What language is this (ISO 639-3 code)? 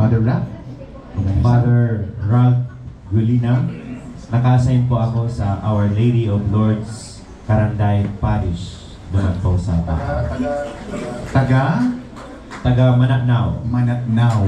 bik